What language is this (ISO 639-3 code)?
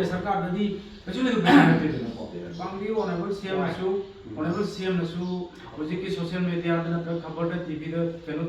mni